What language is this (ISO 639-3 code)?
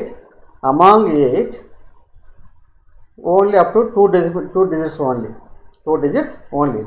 eng